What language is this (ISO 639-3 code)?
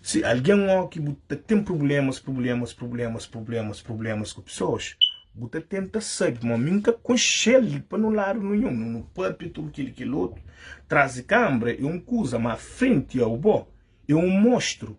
kea